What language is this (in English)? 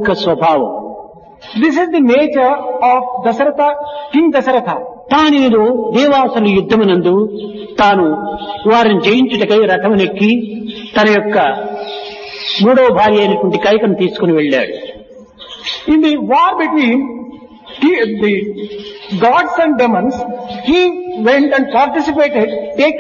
Telugu